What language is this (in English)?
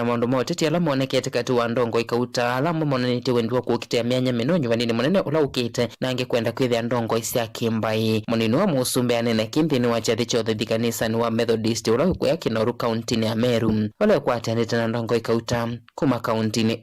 Kamba